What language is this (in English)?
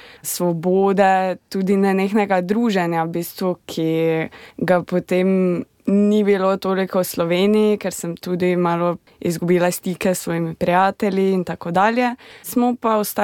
Slovenian